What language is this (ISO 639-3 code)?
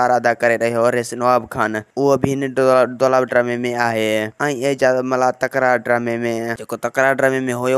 snd